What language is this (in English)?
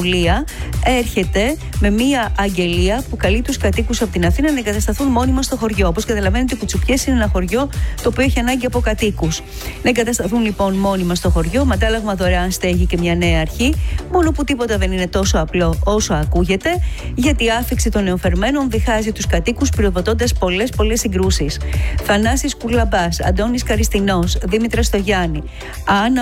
Greek